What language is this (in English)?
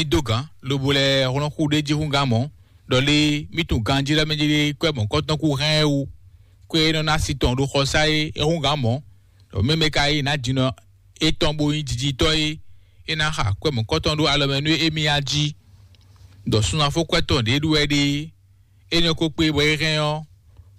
Fon